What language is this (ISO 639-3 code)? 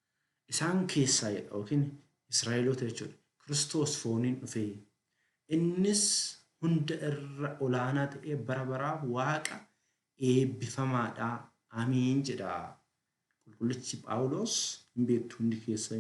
orm